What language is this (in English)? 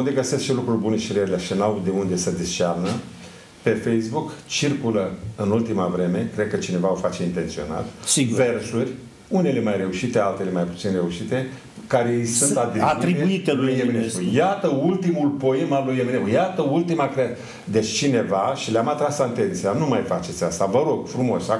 Romanian